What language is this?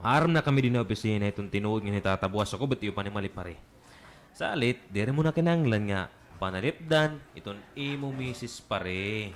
Waray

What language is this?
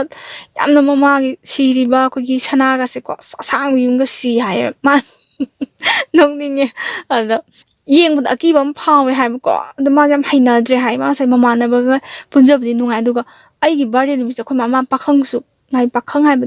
Manipuri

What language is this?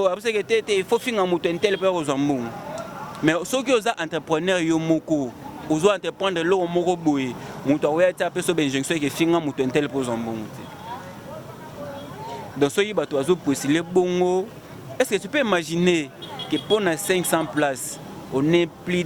Lingala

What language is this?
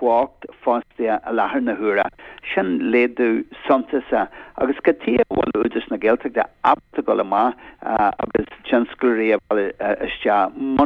Irish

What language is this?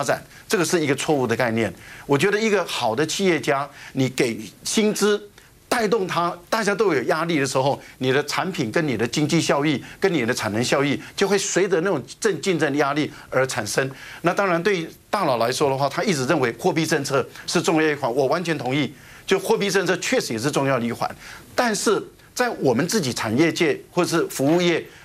Chinese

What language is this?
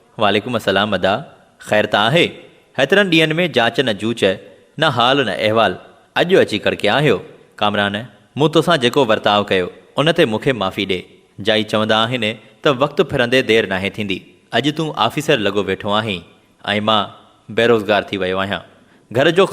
Sindhi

